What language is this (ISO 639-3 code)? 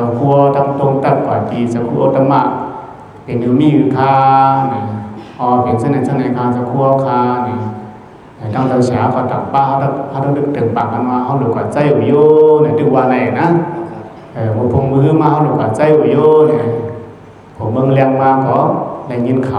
shn